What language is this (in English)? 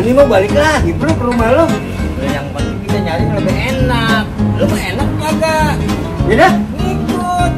Betawi